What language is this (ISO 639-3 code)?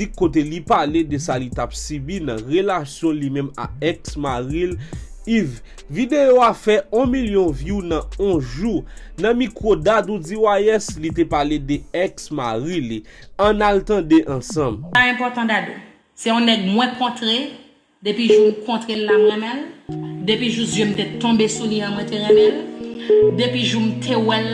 hat